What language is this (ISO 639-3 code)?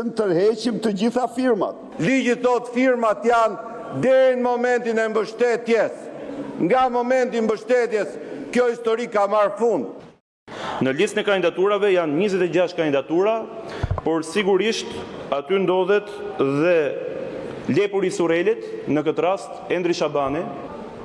sqi